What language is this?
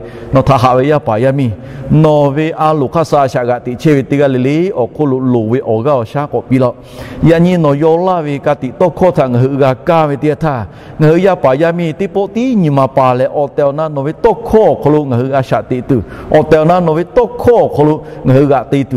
Lahu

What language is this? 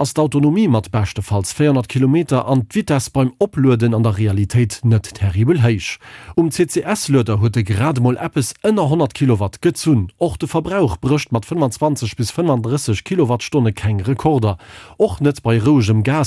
Luxembourgish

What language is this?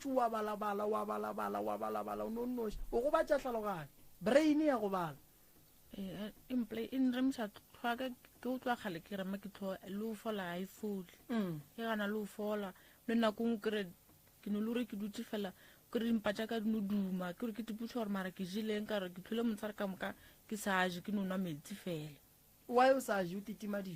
Northern Sotho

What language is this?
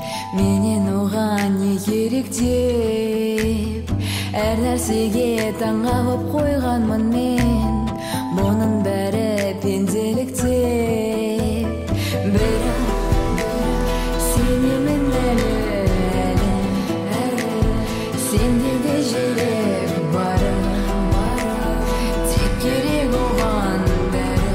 Kazakh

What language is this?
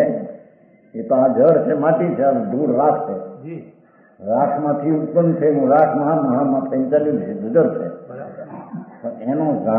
Gujarati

